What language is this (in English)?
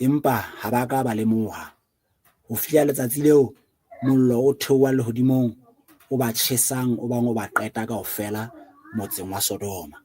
Southern Sotho